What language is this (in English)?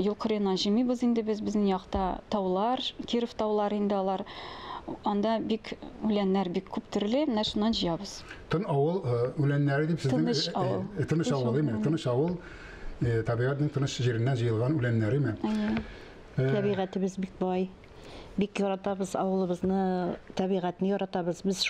Tatar